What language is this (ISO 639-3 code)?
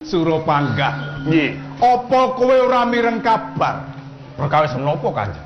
jav